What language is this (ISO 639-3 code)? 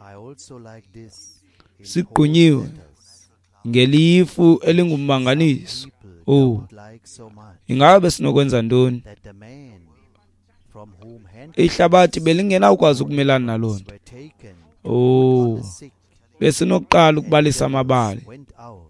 xho